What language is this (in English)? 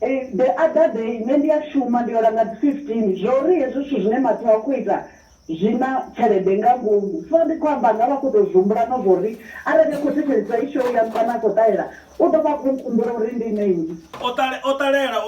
Venda